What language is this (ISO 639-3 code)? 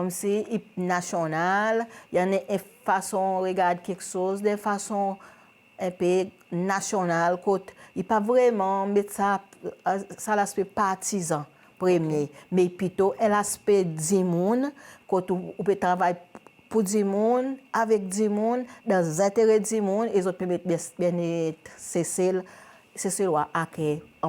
crs